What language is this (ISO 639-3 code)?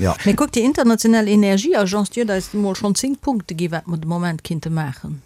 ltz